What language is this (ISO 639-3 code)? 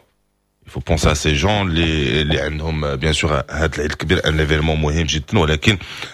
ary